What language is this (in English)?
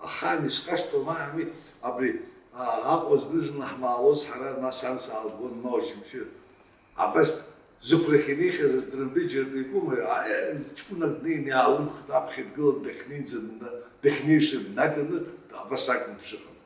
Abkhazian